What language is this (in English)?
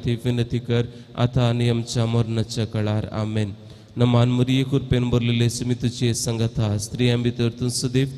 Konkani